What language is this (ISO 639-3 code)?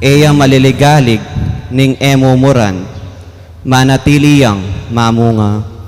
pam